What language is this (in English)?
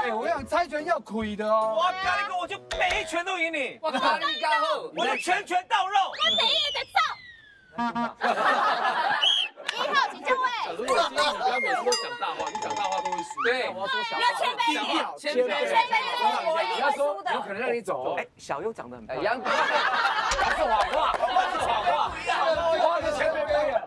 Chinese